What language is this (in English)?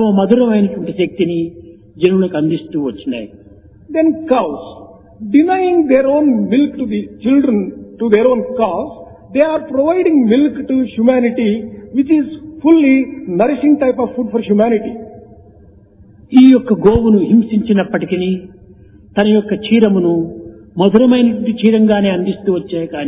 Telugu